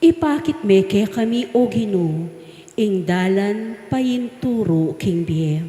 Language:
Pampanga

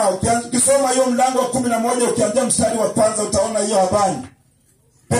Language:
Swahili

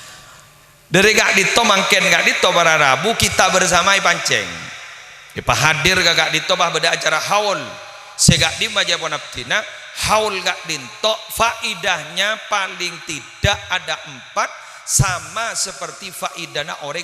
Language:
Madurese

